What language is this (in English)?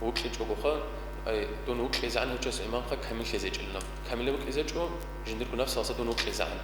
Avaric